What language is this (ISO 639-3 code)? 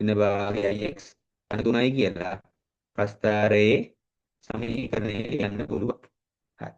sin